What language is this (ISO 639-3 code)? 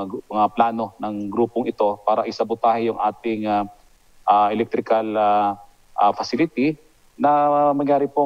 fil